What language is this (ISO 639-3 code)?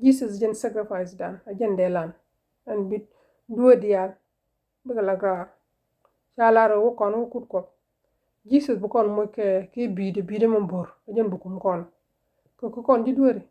nus